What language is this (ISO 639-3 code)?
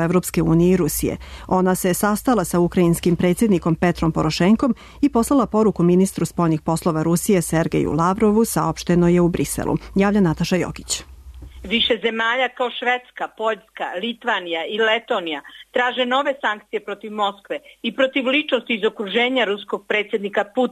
srp